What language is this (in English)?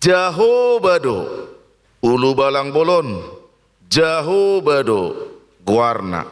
Batak Toba